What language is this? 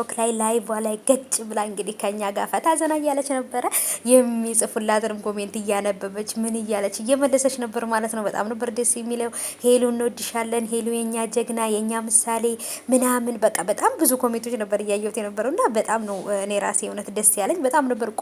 Amharic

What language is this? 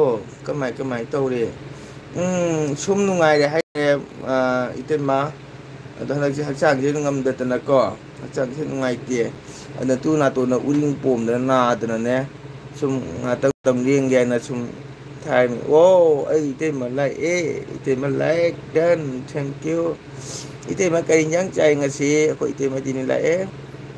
Manipuri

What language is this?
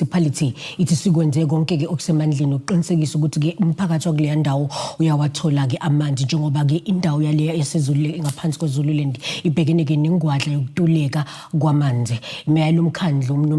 Zulu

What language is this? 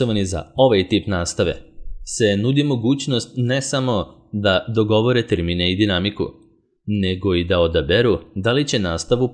Serbian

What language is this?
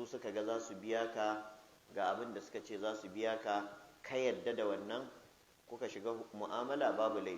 Hausa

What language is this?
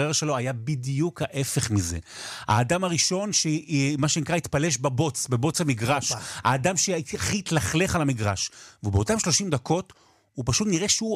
Hebrew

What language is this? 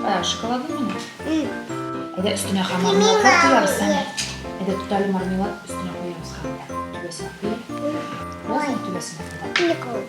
Tatar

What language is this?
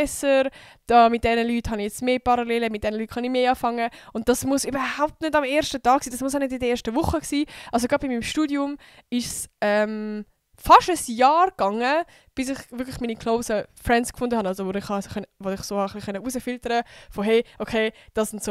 Swiss German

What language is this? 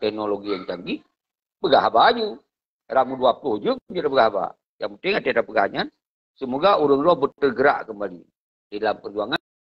Achinese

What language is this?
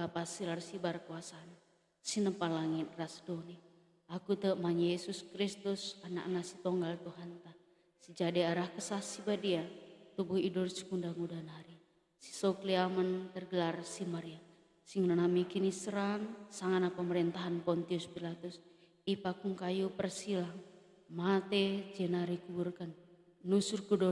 Batak Karo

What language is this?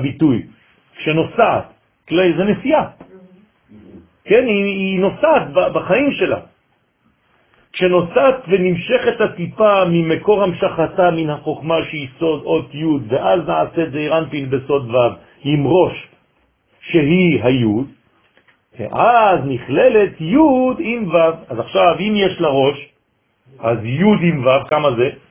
Hebrew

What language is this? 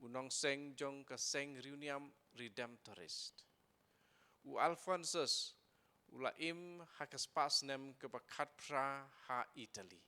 Khasi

